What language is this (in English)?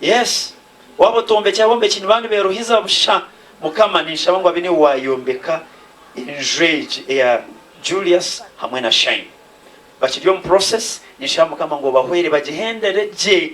Nyankole